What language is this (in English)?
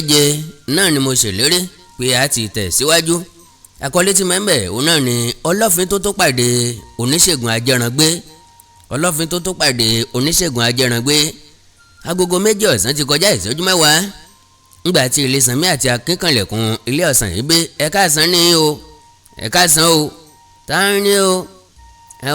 Yoruba